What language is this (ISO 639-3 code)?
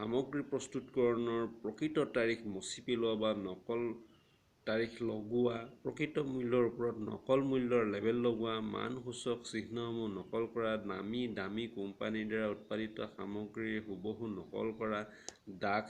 asm